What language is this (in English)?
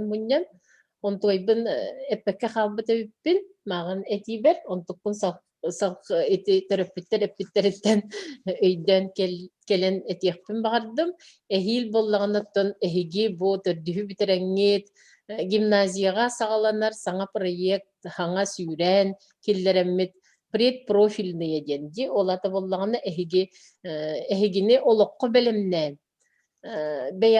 Yakut